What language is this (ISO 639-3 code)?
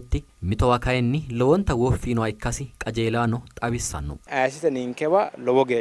sid